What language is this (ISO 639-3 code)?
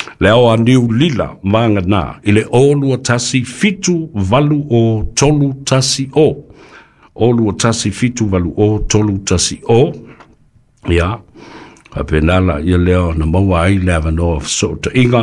smo